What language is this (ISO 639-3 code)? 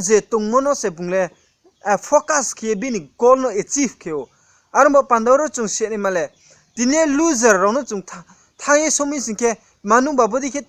ria